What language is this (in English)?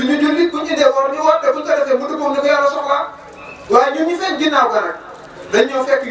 Wolof